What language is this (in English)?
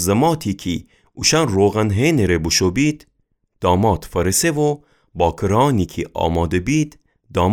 Gilaki